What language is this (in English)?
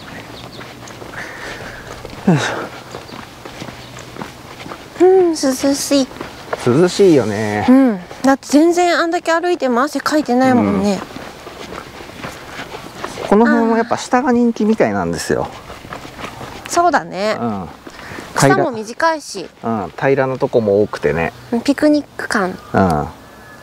Japanese